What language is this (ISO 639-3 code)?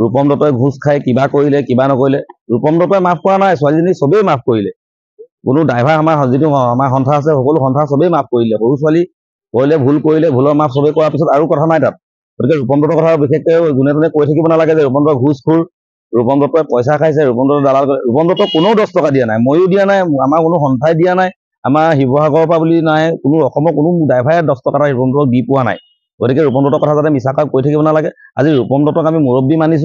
asm